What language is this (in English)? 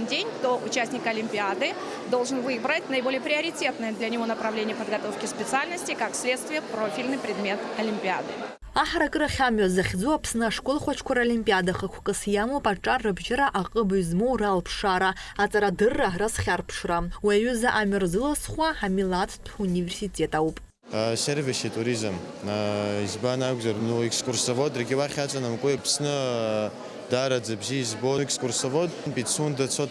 Abkhazian